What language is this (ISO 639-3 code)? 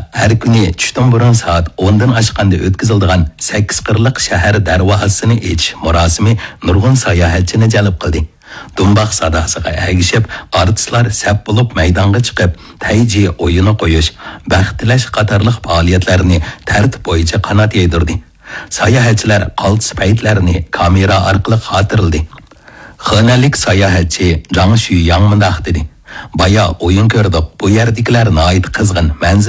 uig